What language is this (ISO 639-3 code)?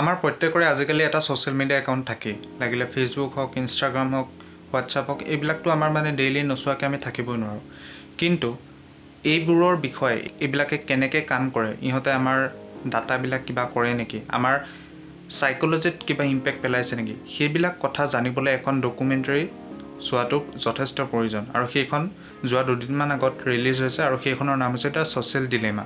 asm